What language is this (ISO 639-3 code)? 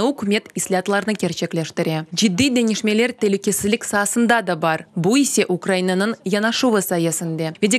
crh